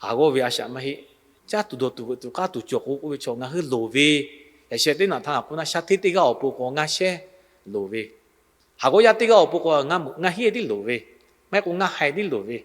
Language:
Lahu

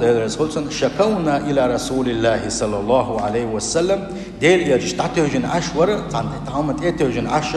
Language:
Chechen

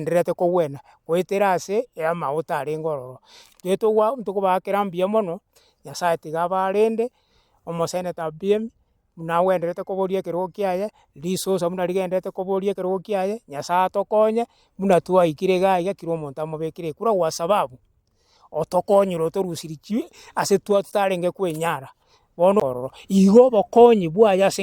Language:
Gusii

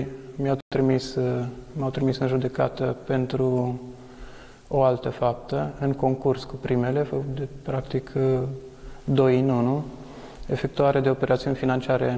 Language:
Romanian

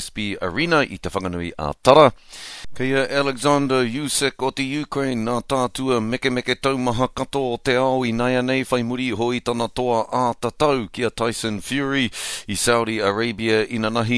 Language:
Māori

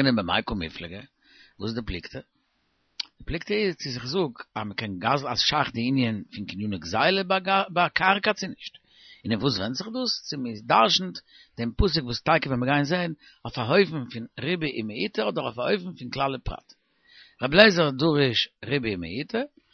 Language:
Yiddish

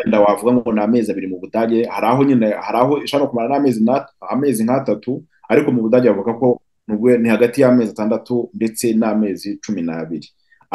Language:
Kinyarwanda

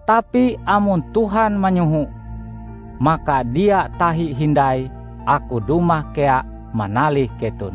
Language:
Ngaju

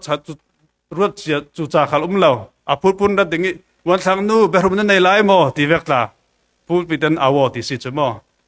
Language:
Falam Chin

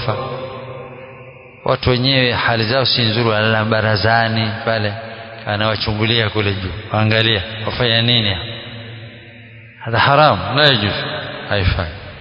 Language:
Swahili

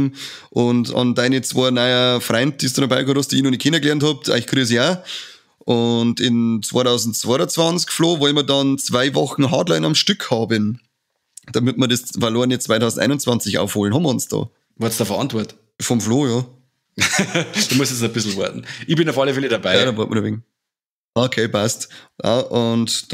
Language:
Bavarian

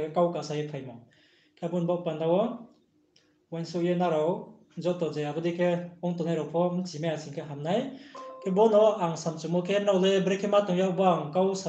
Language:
Riang (India)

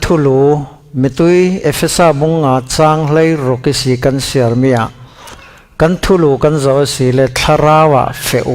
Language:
Falam Chin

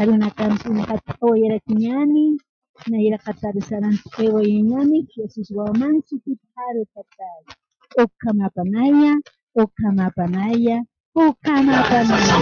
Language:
Aymara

